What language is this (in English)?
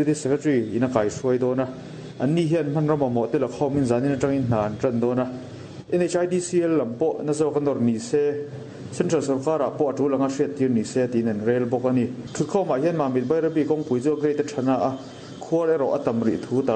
Mizo